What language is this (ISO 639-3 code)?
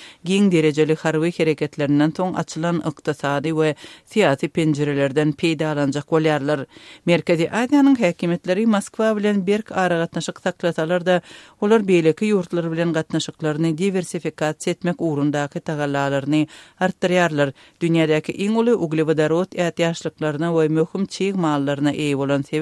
tuk